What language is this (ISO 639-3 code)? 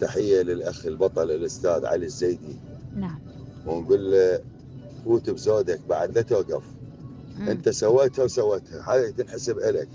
acm